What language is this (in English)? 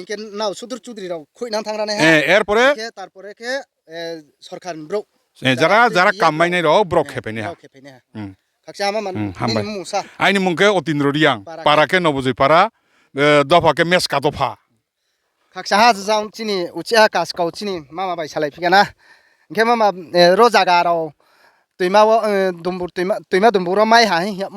Riang (India)